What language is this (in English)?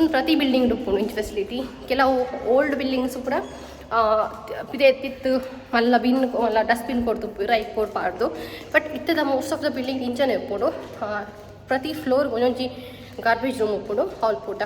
Tulu